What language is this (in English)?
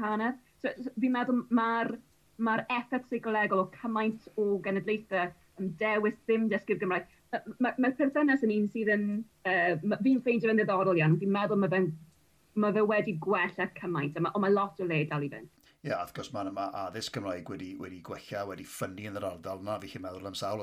Welsh